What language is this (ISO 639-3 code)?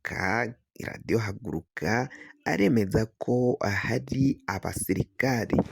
run